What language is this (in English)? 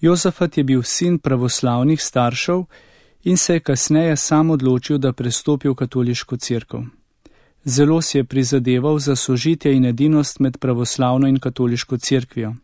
Slovenian